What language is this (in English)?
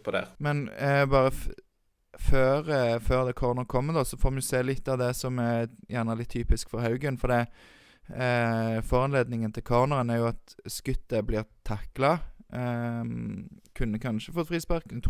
Norwegian